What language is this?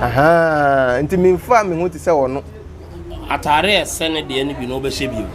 Akan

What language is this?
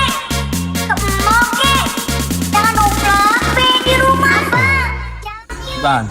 Achinese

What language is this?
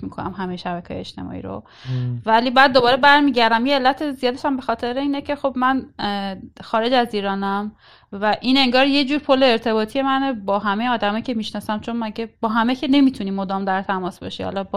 Persian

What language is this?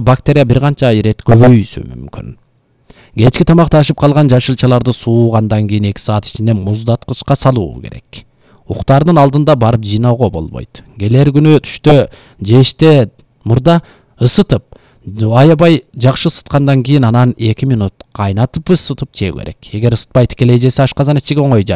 Kyrgyz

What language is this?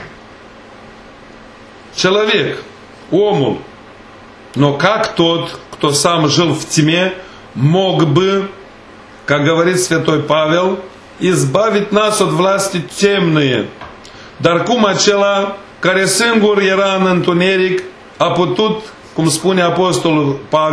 Romanian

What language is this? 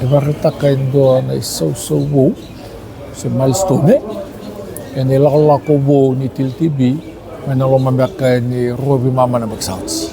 Fijian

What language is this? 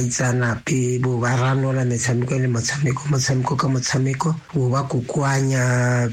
Tswana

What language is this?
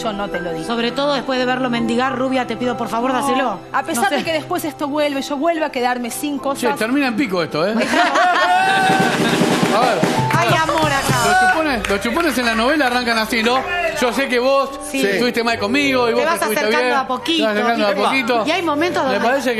Spanish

